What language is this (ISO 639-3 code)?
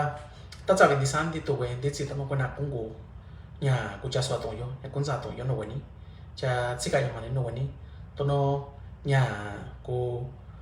mix